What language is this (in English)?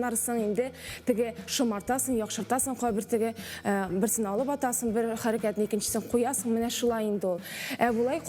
Tatar